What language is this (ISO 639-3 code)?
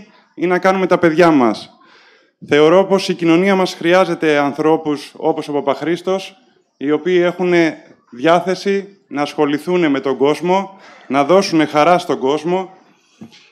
ell